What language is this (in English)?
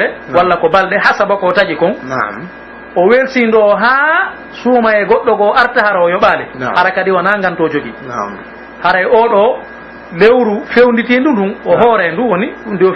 Pular